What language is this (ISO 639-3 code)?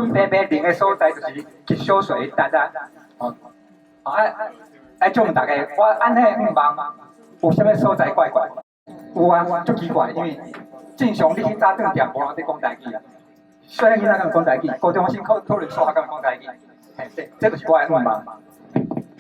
nan